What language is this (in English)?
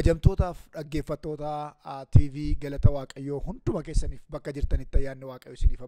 Oromo